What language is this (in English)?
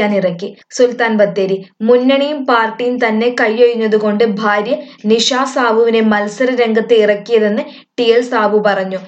Malayalam